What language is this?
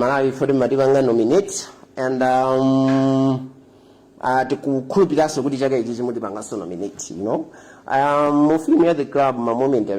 Nyanja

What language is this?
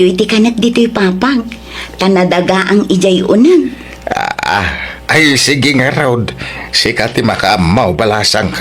Iloko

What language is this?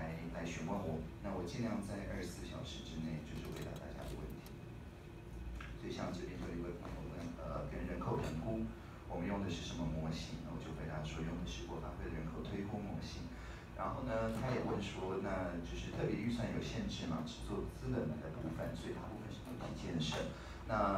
Chinese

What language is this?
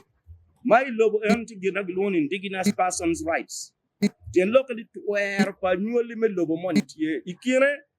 Acoli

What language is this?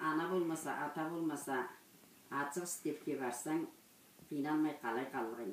Karachay-Balkar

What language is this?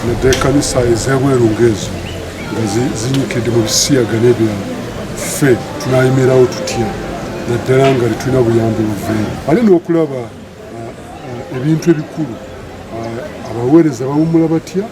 Ganda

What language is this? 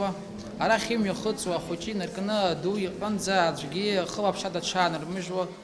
Abkhazian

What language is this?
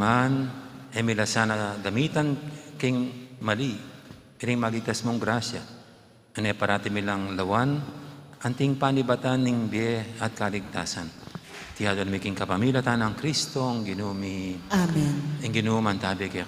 Pampanga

